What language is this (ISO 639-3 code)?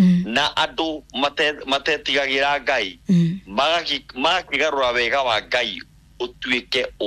kik